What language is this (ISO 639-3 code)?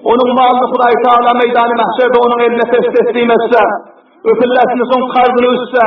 tuk